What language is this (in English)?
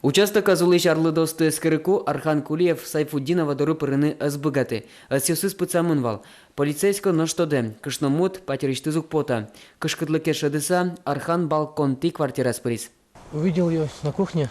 Udmurt